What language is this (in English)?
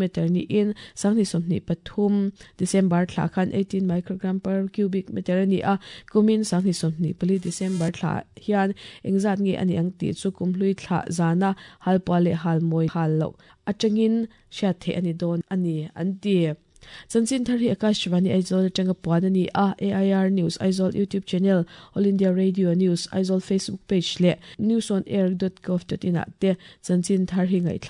Mizo